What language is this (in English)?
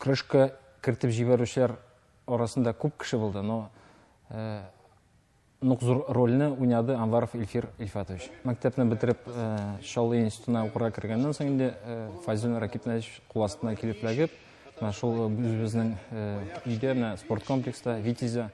Tatar